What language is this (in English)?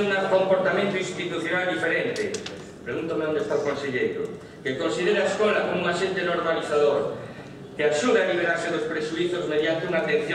Galician